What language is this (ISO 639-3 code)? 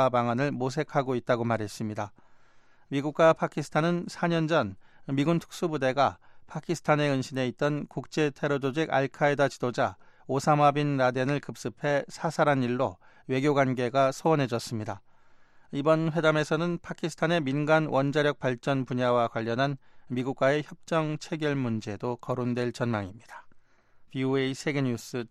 kor